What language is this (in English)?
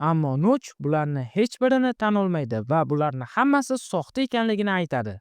Uzbek